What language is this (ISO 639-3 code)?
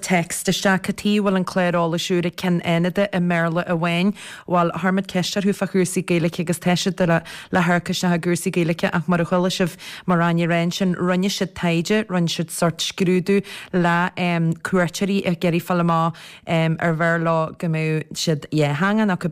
gle